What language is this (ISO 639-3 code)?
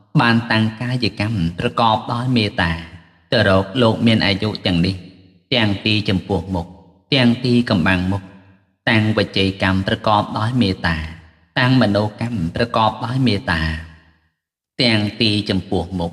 khm